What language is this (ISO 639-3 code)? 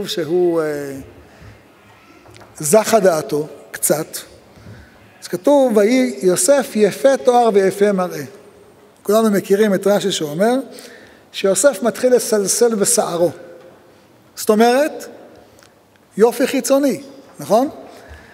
heb